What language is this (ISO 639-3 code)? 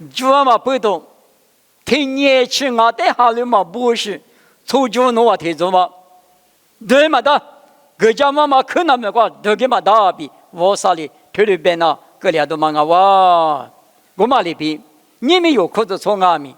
lis